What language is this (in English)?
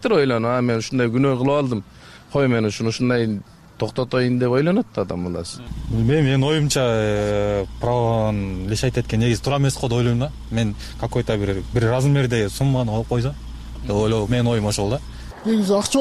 Kyrgyz